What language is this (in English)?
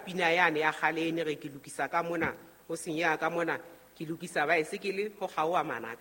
Southern Sotho